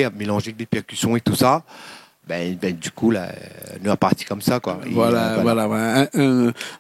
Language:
Réunion Creole French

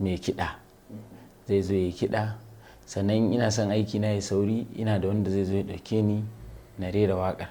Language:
Hausa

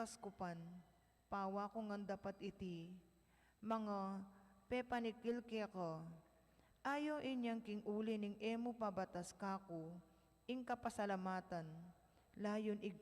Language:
Pampanga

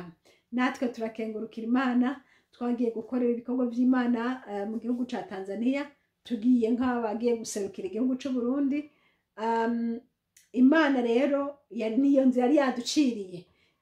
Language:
Rundi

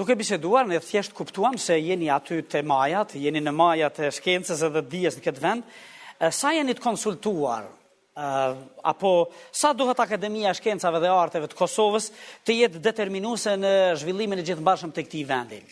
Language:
Albanian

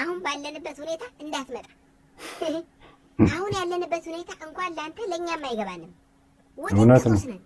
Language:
Amharic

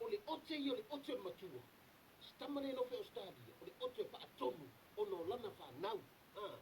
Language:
Samoan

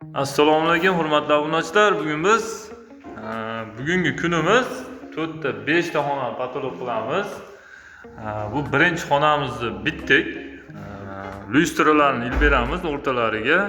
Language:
Uzbek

